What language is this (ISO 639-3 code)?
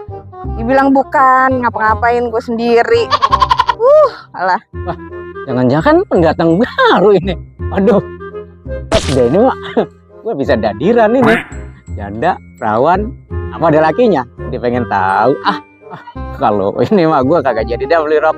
bew